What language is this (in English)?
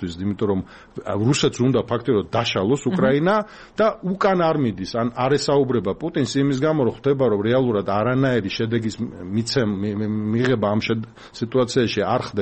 Georgian